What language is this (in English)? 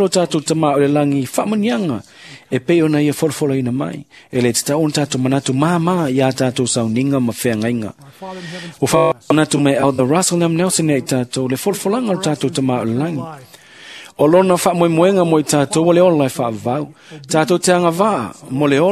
Samoan